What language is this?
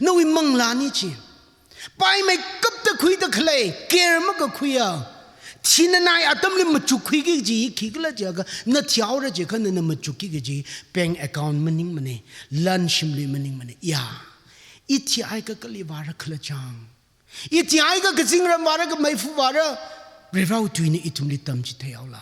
Tangkhul Naga (India)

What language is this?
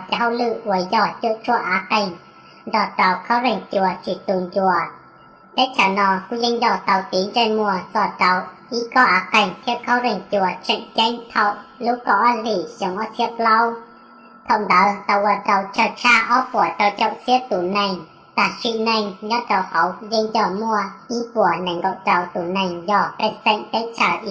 Hmong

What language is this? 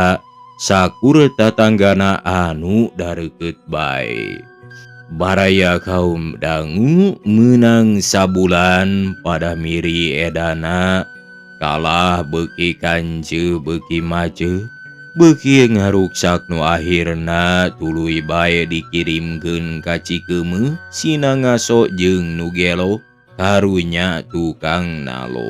Sundanese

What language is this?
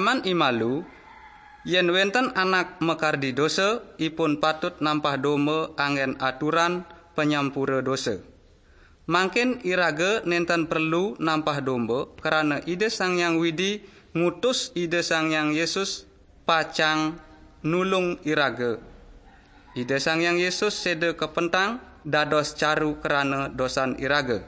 Balinese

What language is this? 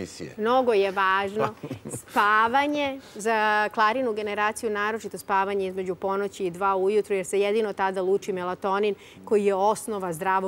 Serbian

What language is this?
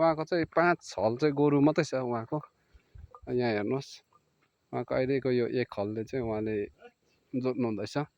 Nepali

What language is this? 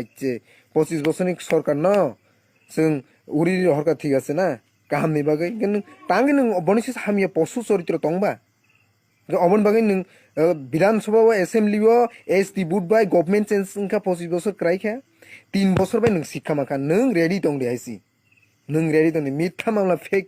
Kok Borok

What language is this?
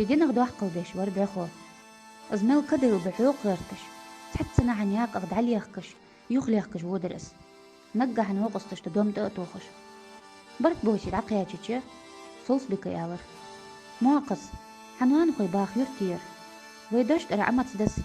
Ingush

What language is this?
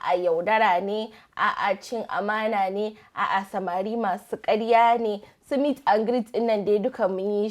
Hausa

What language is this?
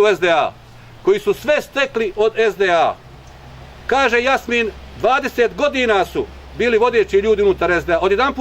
Bosnian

